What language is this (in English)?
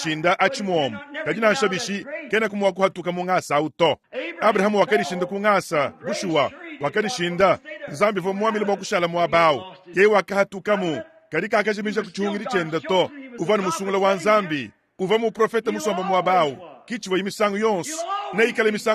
Luba-Lulua